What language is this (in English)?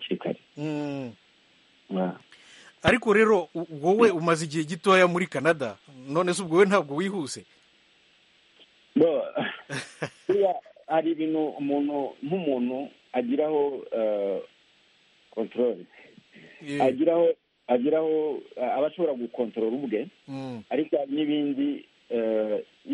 Kinyarwanda